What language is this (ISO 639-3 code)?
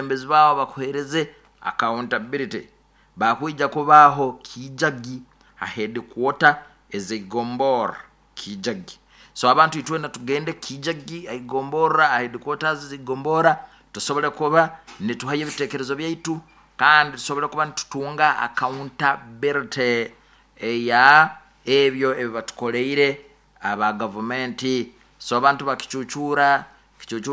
nyo